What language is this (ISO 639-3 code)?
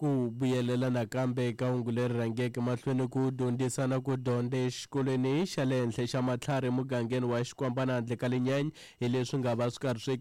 tso